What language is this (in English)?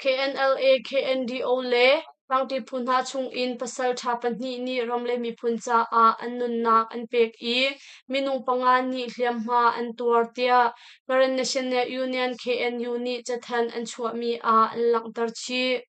Hakha Chin